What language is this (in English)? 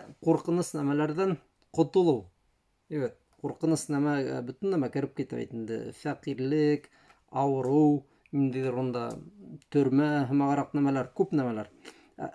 Bashkir